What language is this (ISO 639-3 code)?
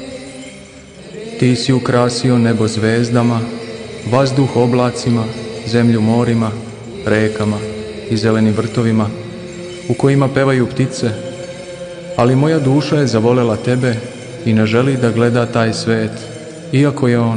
srp